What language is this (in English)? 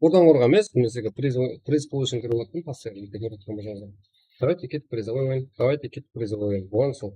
Kara-Kalpak